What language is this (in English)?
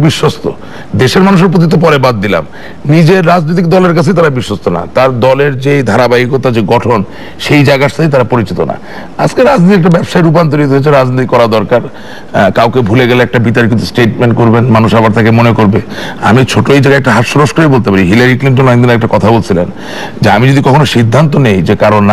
Bangla